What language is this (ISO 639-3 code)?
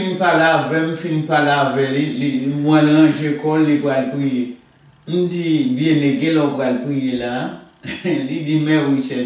hat